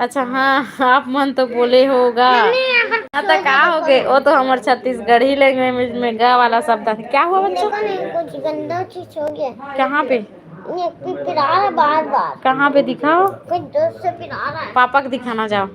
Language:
Chhattisgarhi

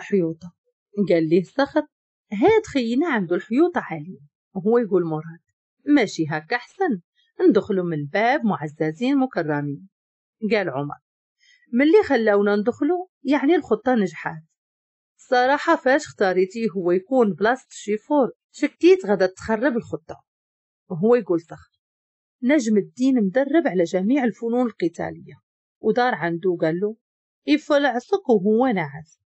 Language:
Moroccan Arabic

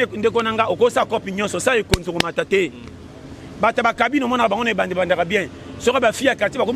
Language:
Lingala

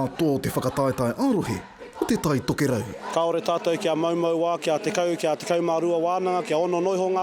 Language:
Māori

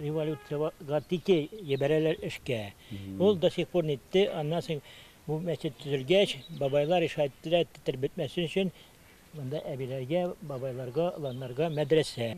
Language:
Tatar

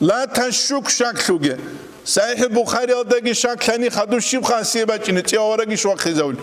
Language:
Avaric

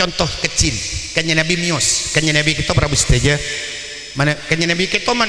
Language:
Madurese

